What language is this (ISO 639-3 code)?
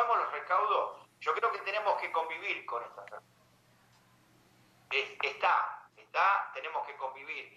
spa